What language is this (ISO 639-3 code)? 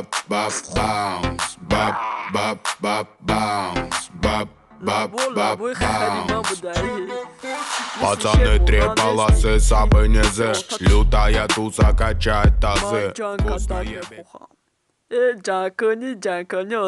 tgk